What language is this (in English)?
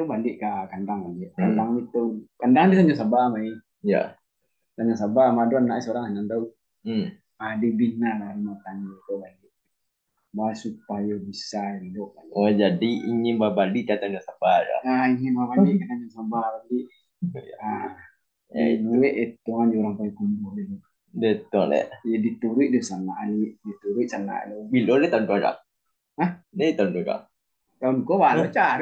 Minangkabau